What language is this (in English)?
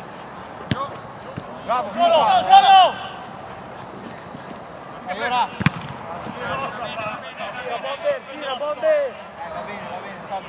Italian